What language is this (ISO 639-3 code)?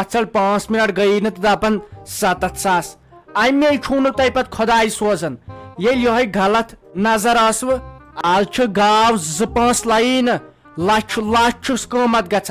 kas